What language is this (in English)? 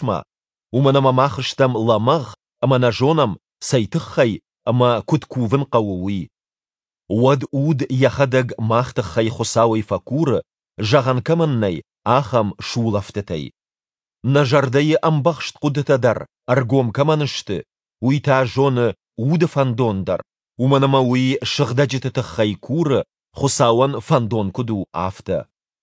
Ossetic